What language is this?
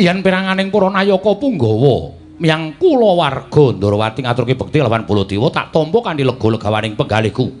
Javanese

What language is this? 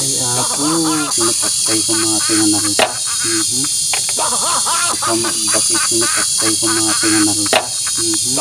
Iloko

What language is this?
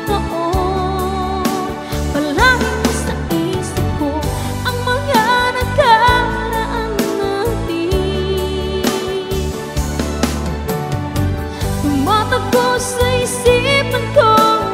Filipino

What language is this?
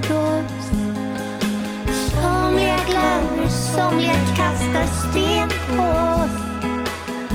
Swedish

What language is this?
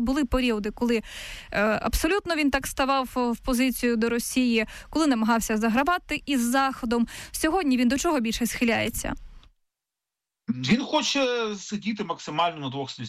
Ukrainian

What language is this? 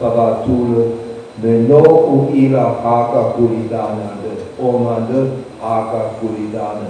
Nias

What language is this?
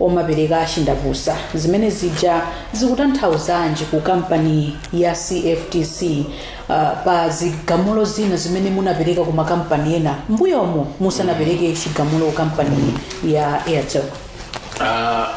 Nyanja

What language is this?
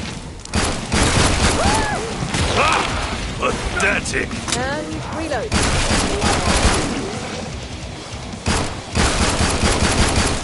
English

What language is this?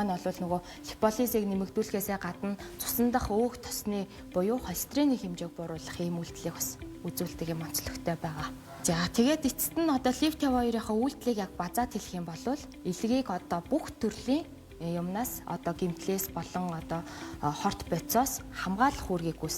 Mongolian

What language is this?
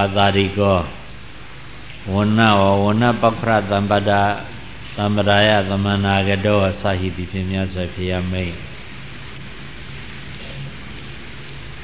Burmese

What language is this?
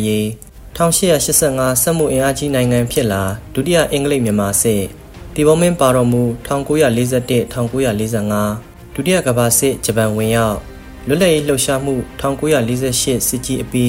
Burmese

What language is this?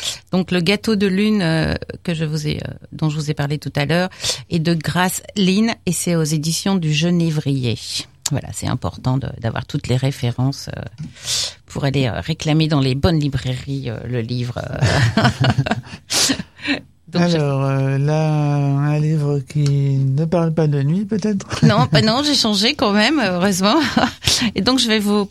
French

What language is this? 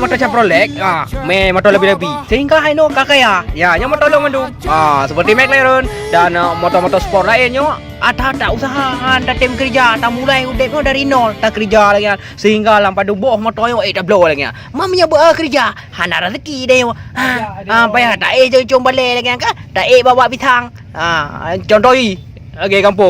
Achinese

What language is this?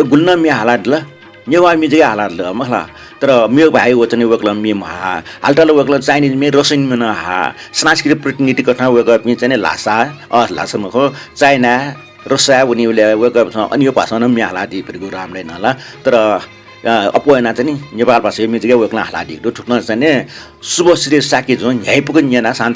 Newari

